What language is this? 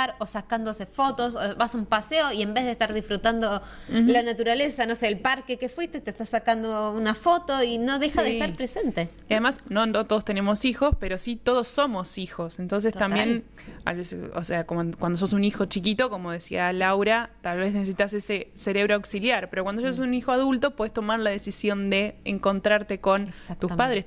Spanish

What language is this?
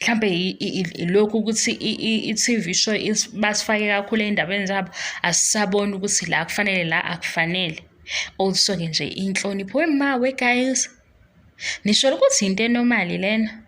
Zulu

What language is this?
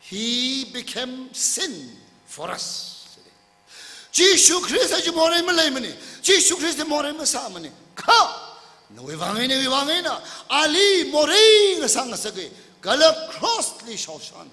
Tangkhul Naga (India)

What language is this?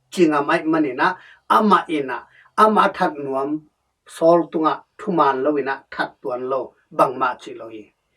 Tedim Chin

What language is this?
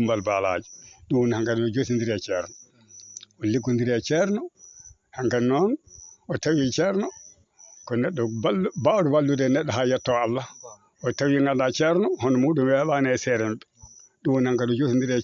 Fula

